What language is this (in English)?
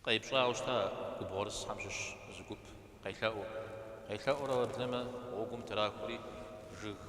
Kabardian